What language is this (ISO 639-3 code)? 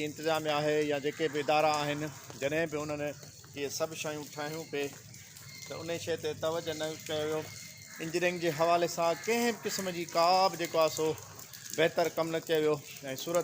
snd